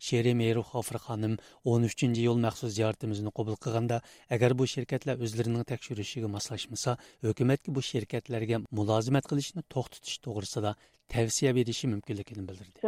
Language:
Uyghur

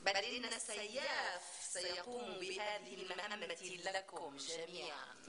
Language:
North Levantine Arabic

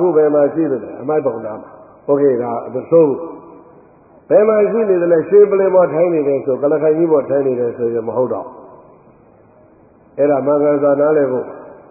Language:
Burmese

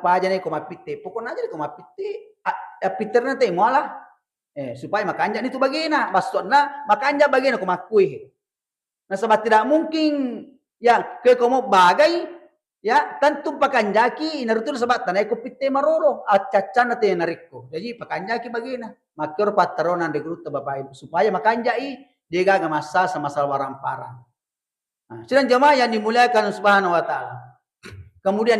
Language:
Buginese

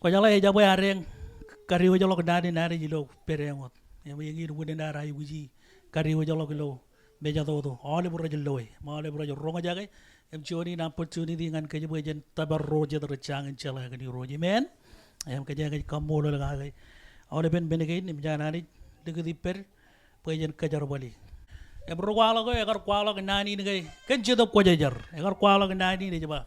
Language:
Marshallese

